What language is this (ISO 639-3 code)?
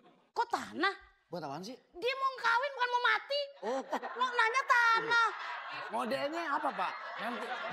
bew